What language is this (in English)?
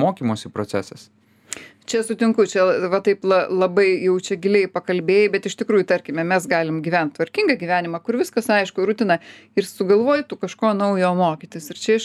Lithuanian